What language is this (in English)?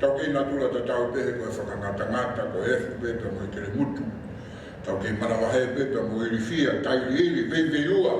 Tongan